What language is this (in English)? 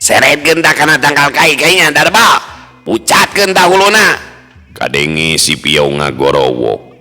Sundanese